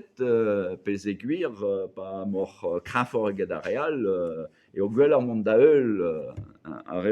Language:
Breton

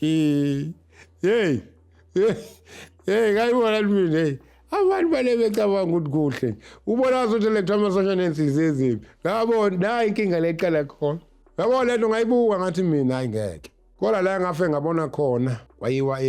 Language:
Zulu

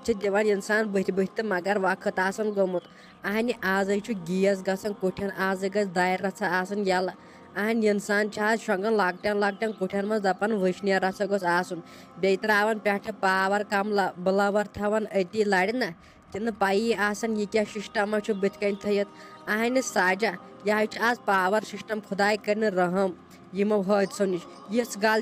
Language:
Kashmiri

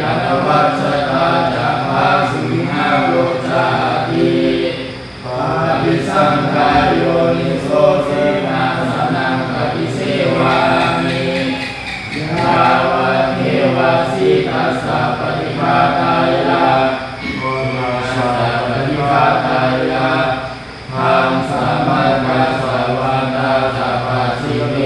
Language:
Pali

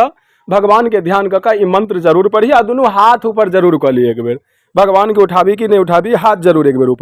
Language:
Maithili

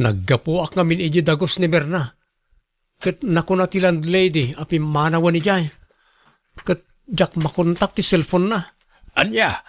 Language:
Iloko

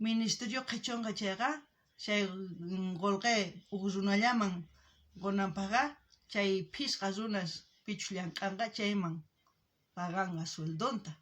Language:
South Bolivian Quechua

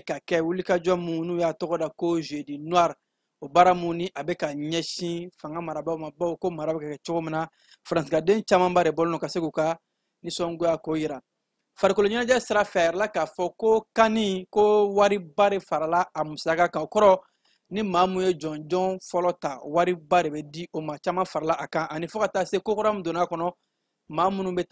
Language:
Bambara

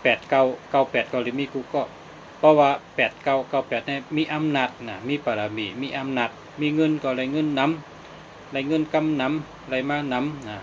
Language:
Shan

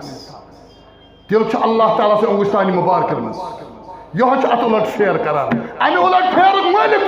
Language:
Kashmiri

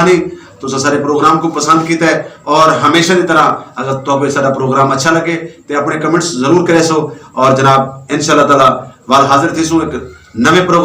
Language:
Saraiki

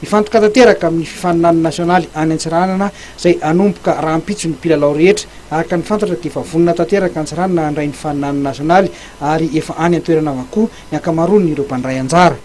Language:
Malagasy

